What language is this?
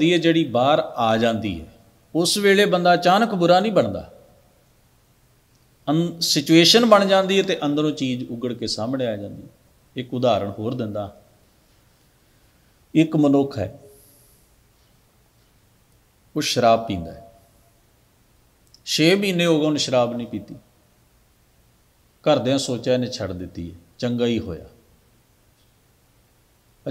Punjabi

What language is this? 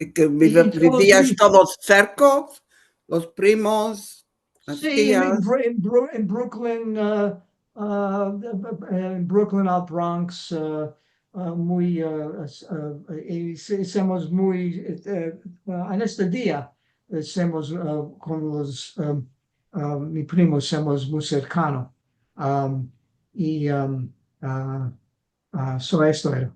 Ladino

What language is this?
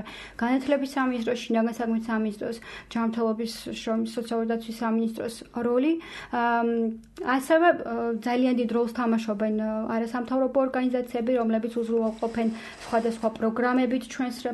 Georgian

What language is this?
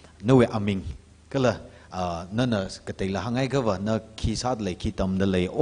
Tangkhul Naga (India)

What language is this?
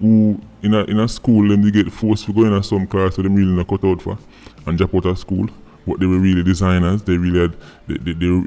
Jamaican Creole English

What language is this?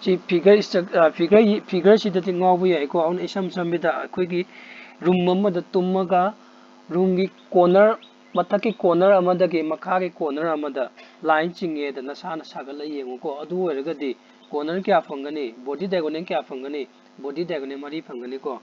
Manipuri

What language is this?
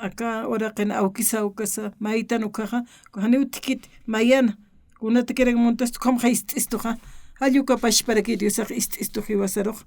Aymara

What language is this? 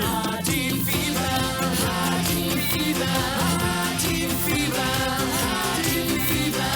Swiss German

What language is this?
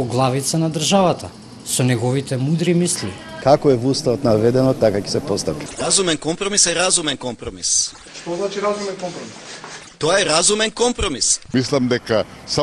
Macedonian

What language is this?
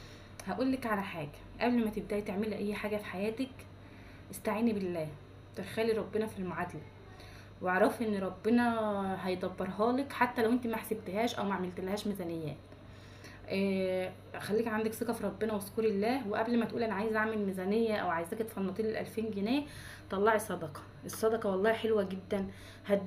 Egyptian Arabic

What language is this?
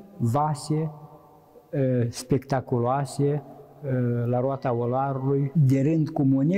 Romanian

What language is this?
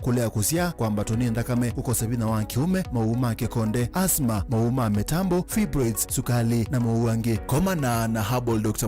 Kamba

